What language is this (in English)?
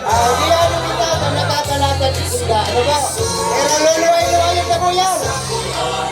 Bikol